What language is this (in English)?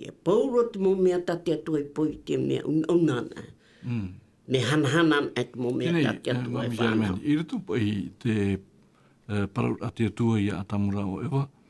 Tahitian